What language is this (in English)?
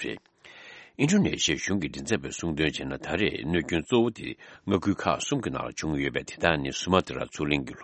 Tibetan